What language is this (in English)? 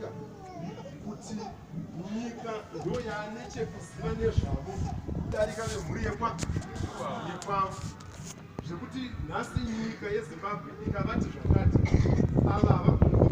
Shona